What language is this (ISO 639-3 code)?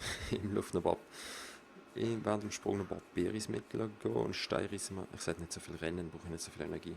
gsw